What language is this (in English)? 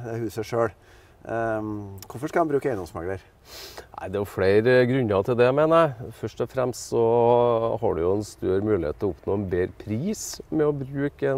Norwegian